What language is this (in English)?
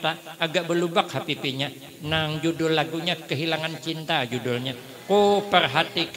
Banjar